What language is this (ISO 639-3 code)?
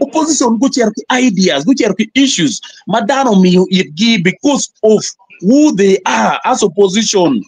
ach